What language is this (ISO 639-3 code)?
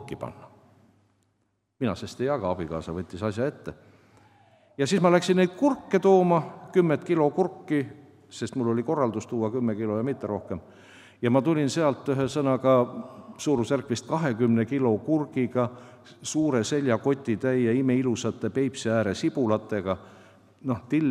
est